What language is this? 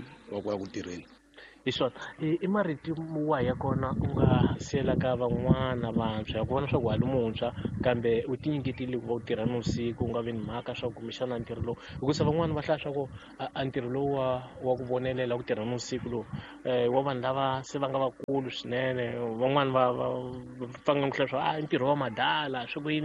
Tsonga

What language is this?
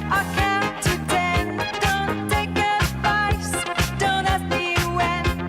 Bikol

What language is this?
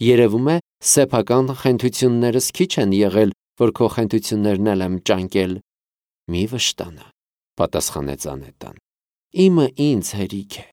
Armenian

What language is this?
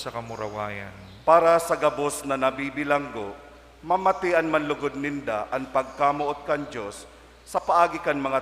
Bikol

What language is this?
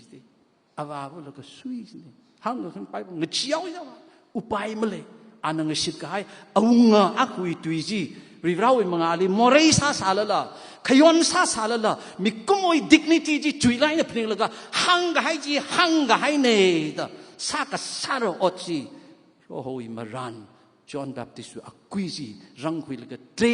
Tangkhul Naga (India)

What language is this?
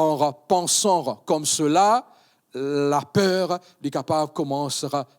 Morisyen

